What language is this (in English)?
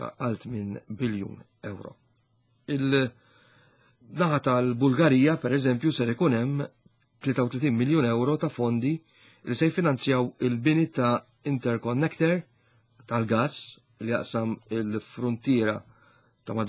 Maltese